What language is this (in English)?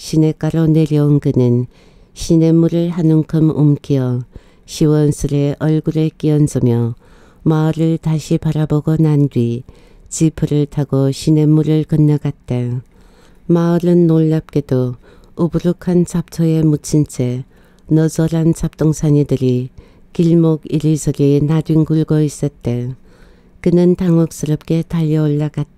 Korean